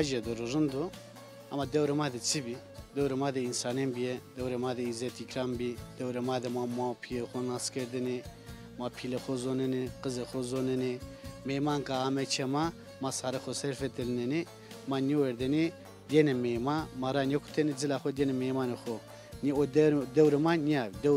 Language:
Zaza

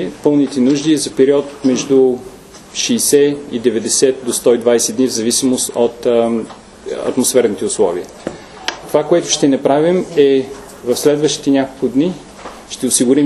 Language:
Bulgarian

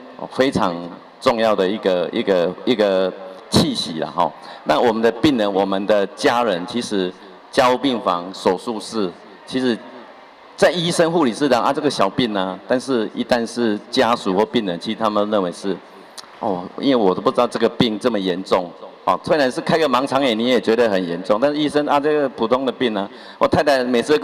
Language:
Chinese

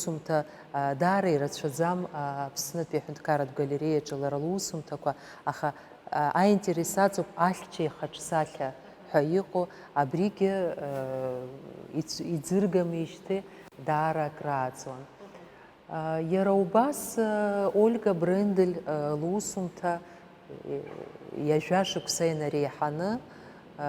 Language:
Abkhazian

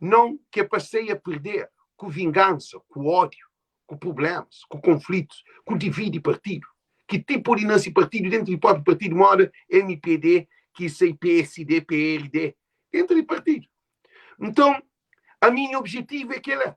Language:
Kabuverdianu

